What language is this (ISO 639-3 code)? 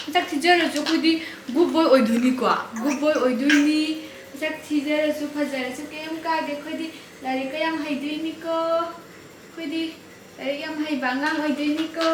mni